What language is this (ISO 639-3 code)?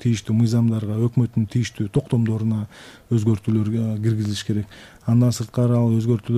kir